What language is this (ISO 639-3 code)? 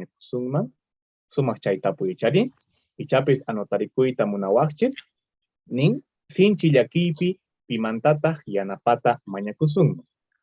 que